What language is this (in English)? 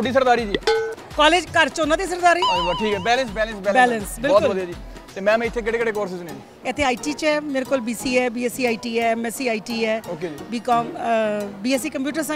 Punjabi